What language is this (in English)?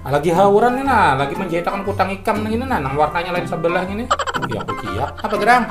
Banjar